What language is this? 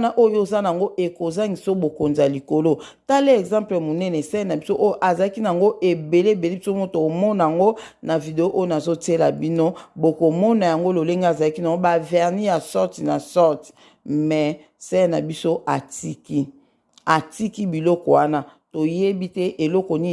Lingala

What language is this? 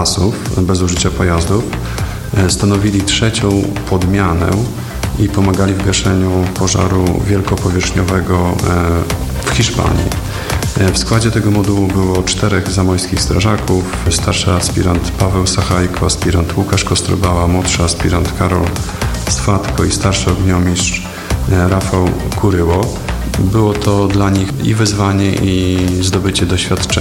Polish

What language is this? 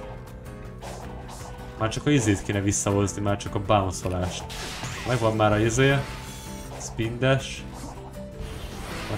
Hungarian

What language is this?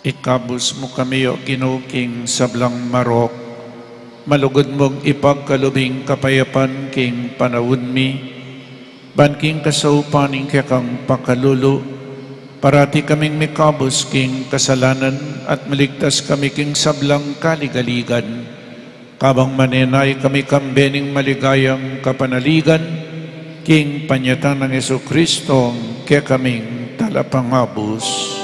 Pampanga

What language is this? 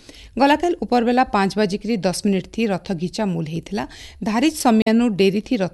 Odia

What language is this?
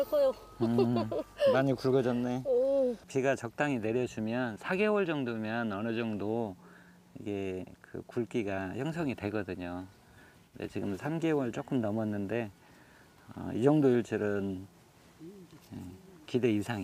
Korean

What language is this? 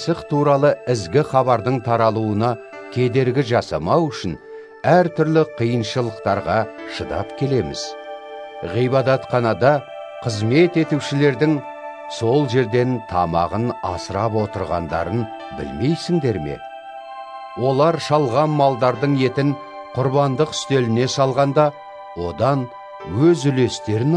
Kazakh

